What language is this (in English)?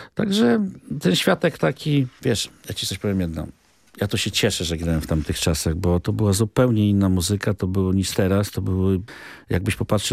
Polish